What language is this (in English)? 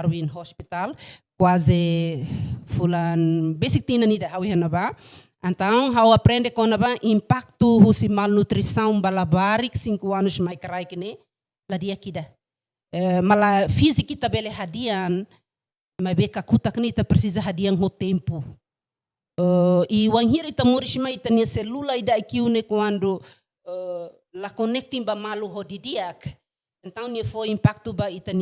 Tetum